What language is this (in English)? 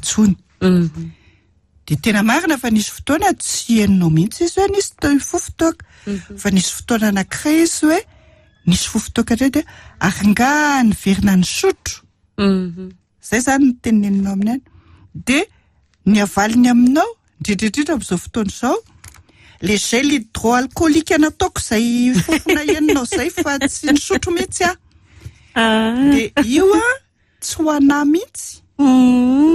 Malagasy